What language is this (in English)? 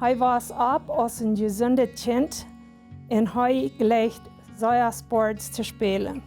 Plautdietsch